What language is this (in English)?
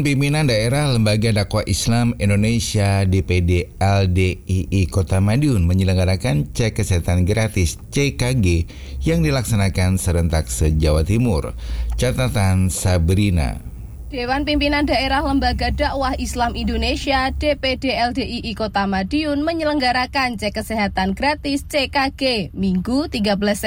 Indonesian